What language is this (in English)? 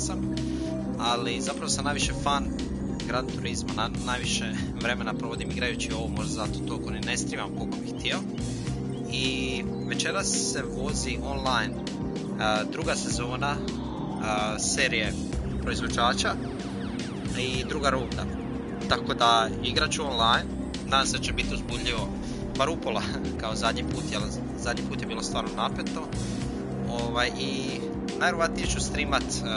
Croatian